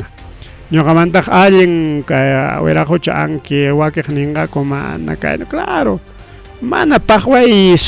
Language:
Ayacucho Quechua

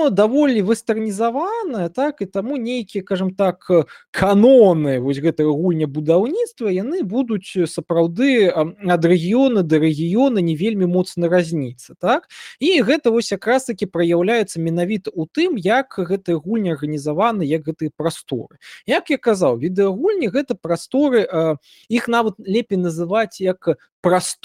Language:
Belarusian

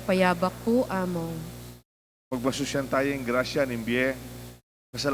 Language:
Pampanga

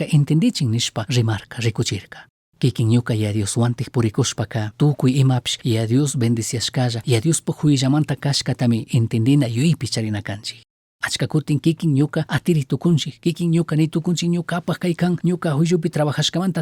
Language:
Chimborazo Highland Quichua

